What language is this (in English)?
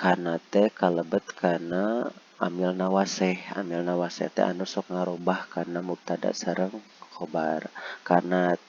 Sundanese